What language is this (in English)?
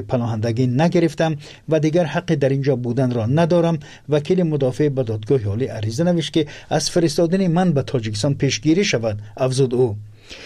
Persian